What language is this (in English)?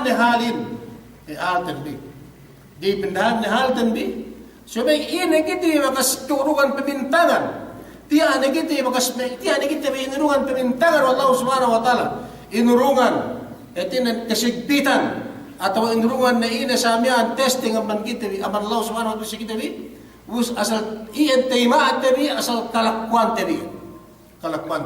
Yakan